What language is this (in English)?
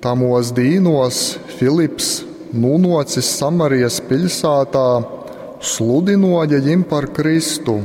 Latgalian